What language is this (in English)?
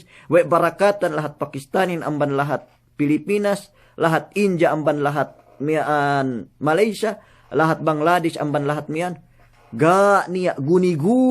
Yakan